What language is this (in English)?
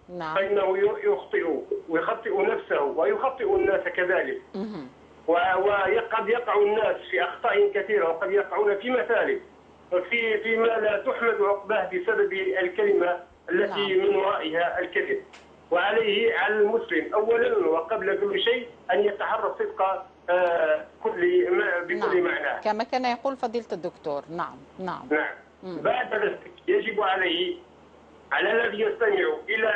Algerian Arabic